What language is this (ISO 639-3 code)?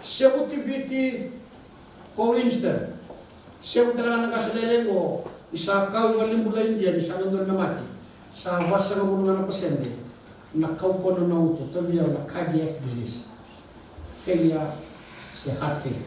fij